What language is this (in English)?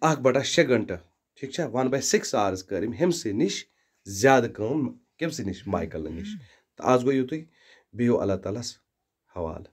Kashmiri